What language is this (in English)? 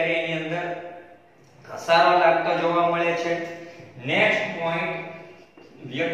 Gujarati